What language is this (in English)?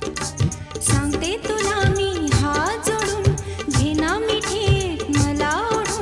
Marathi